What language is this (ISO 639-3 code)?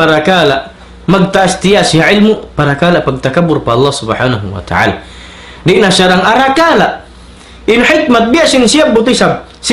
tsg